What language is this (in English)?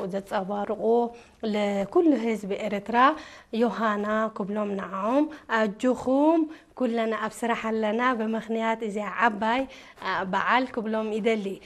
Tigrinya